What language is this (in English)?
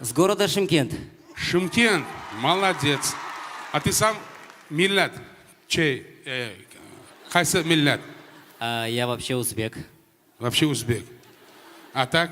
Uzbek